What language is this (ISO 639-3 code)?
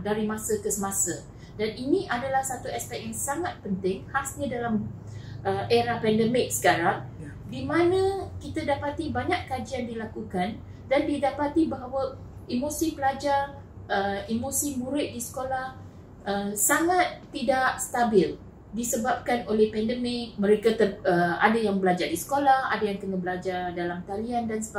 msa